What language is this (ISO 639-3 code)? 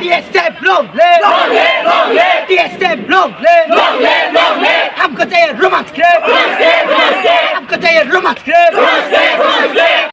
trp